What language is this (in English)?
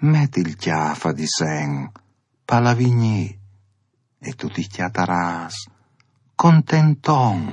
Friulian